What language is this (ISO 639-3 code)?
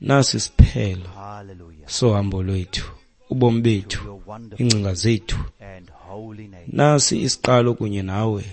xho